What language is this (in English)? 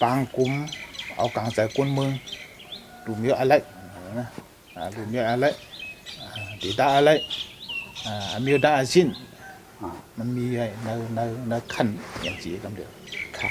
Shan